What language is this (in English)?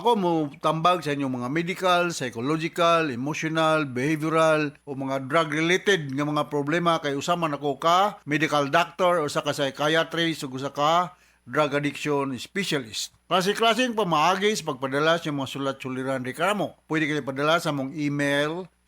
Cebuano